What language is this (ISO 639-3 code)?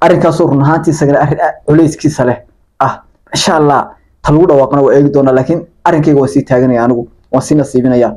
som